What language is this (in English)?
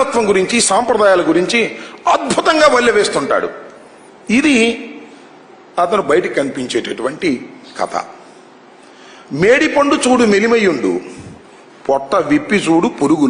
Telugu